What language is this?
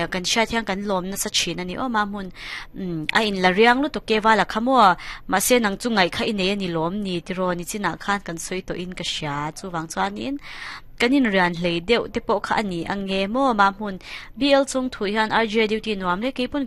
Mizo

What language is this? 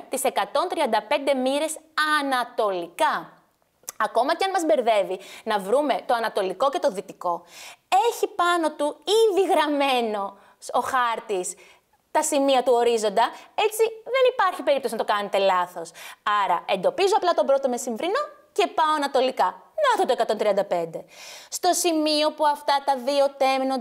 Greek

